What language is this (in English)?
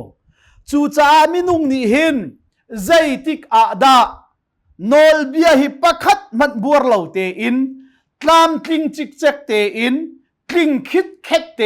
Hakha Chin